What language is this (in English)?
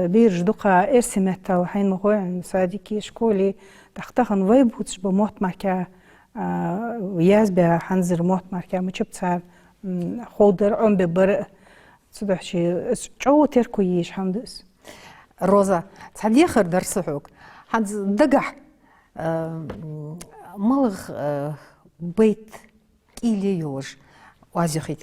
Ingush